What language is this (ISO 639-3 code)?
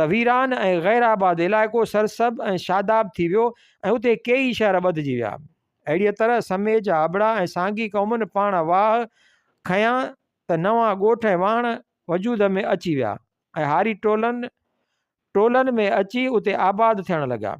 snd